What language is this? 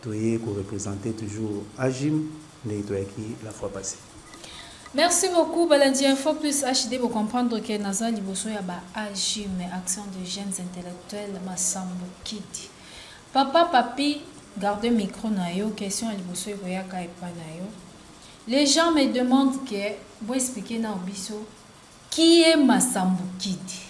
Lingala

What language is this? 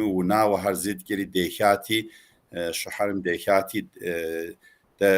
Kabardian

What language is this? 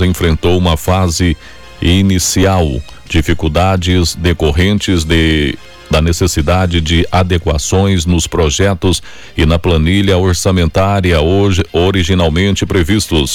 Portuguese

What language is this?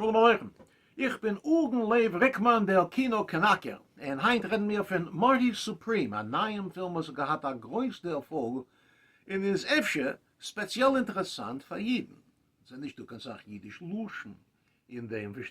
Yiddish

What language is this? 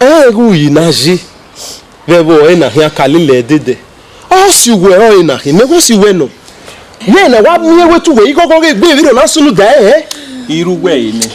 Bini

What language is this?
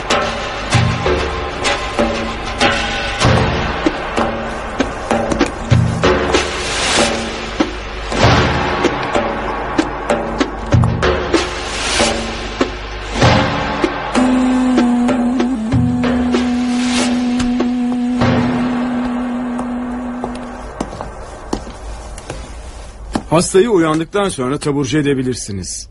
Turkish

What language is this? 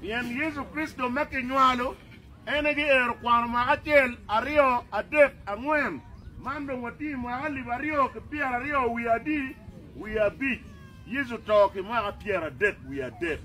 Acoli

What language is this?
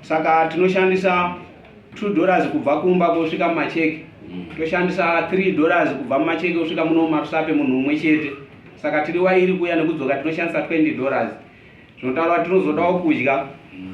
Shona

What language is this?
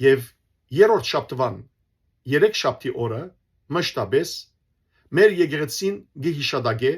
Western Armenian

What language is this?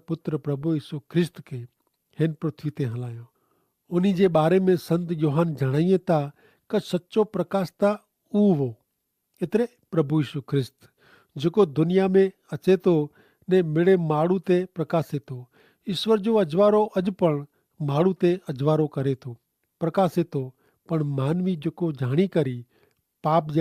Kachhi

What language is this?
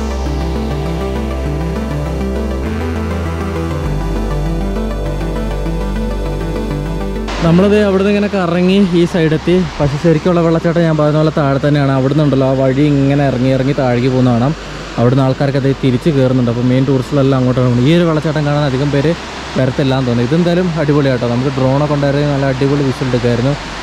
Malayalam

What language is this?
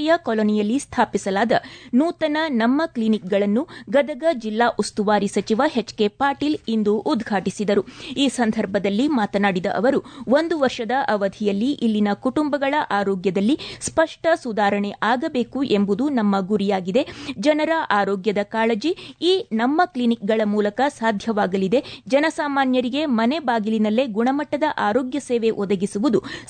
Kannada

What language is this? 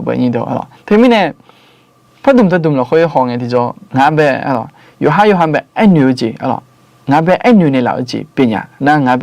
Akha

